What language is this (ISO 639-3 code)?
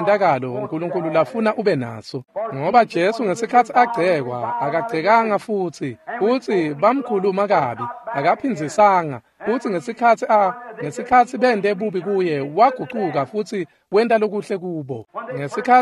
ssw